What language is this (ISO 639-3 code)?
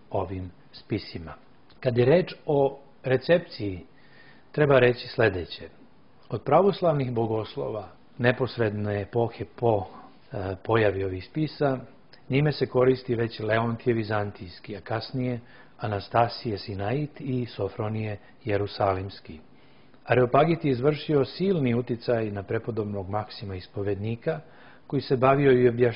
srp